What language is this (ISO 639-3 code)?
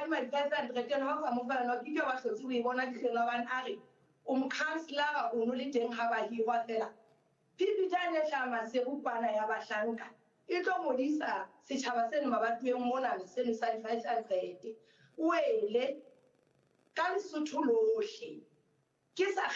sot